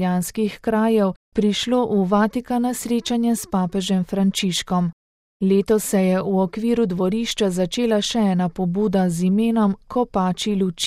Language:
Slovenian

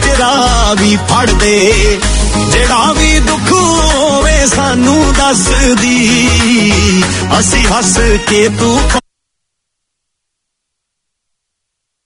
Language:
Punjabi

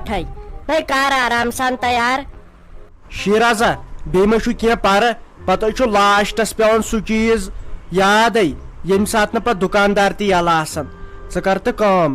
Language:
Kashmiri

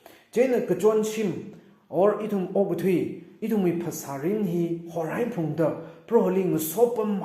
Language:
Tangkhul Naga (India)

